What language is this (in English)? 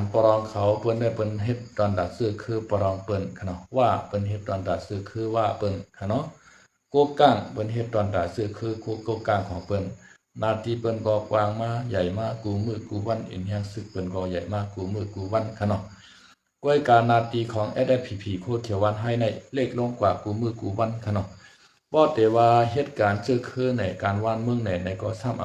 Shan